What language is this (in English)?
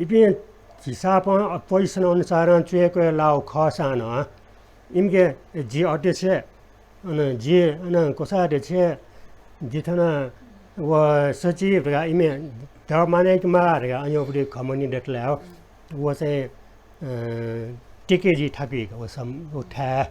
Newari